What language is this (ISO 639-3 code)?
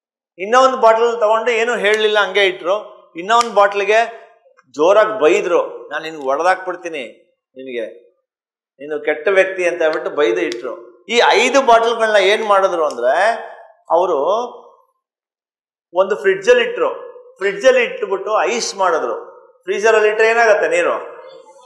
kan